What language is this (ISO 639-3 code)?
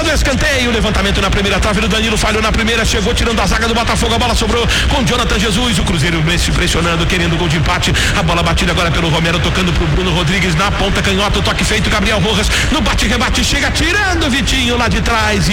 por